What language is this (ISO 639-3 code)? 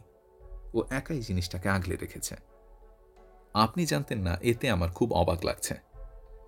ben